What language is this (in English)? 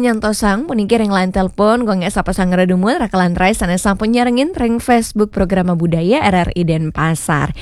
Balinese